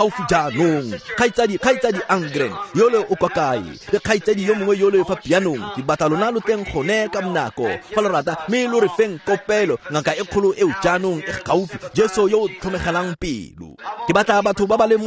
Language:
Tswana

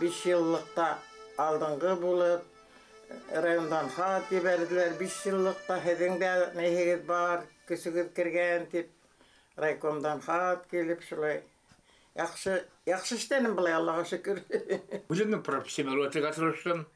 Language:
Bashkir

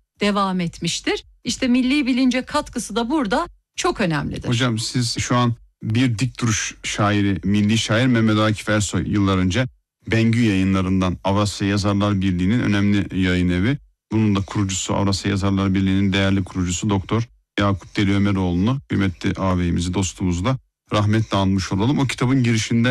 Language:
Turkish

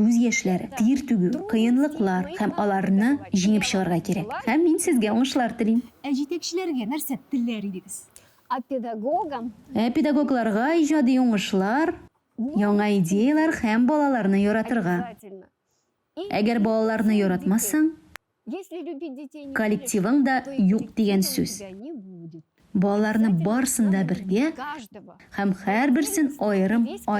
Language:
Tatar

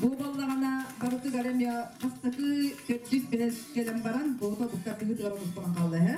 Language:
Yakut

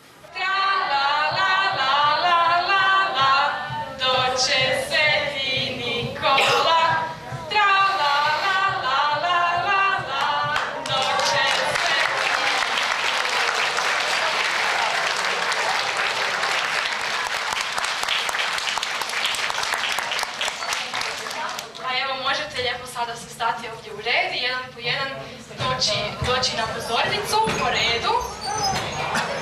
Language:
Croatian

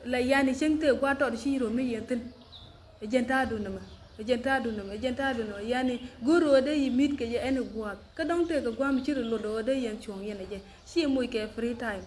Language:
Nuer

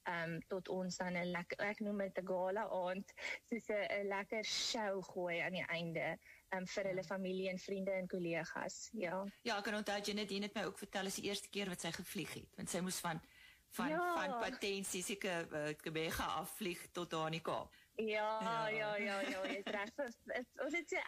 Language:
Afrikaans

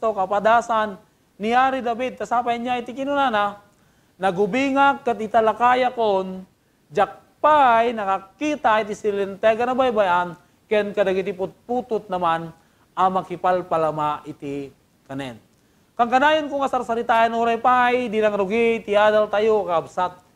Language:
Iloko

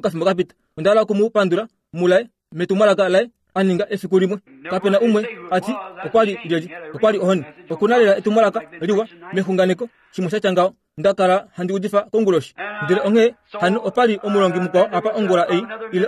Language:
Kuanyama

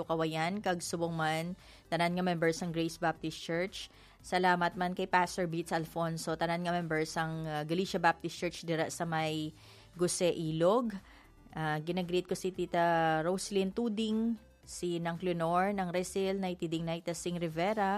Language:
Hiligaynon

